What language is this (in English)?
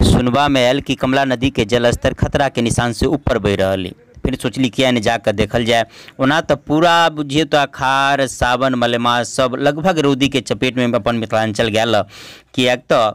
Maithili